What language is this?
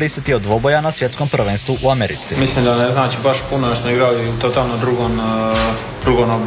Croatian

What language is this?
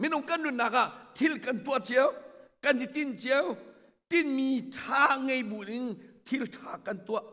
Hakha Chin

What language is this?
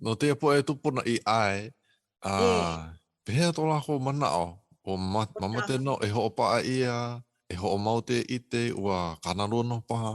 Hawaiian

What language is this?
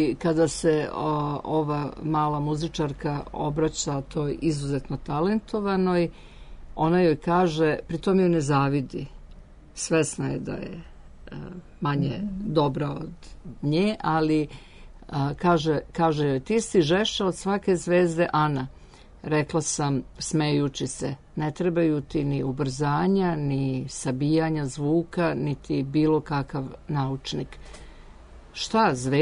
Serbian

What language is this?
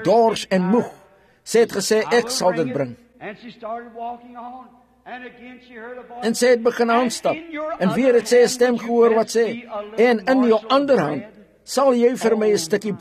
Afrikaans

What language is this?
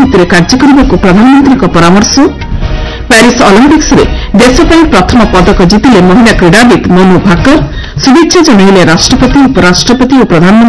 Odia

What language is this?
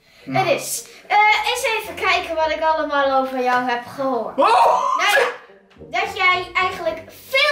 Dutch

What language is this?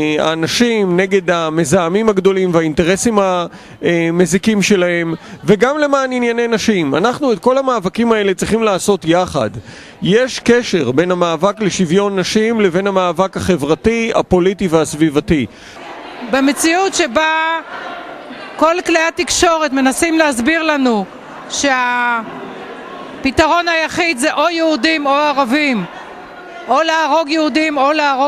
Hebrew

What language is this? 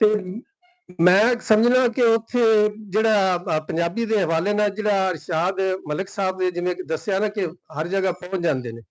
Western Panjabi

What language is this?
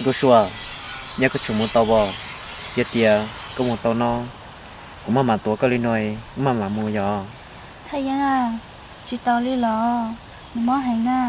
Hmong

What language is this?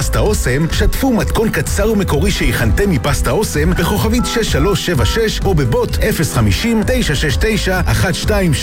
Hebrew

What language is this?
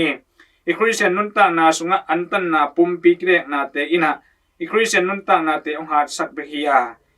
Tedim Chin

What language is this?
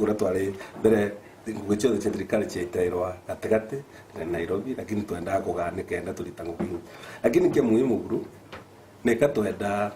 Meru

